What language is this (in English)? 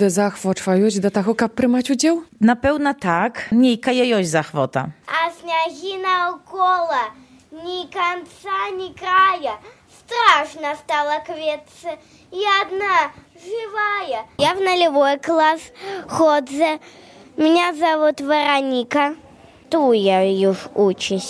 Belarusian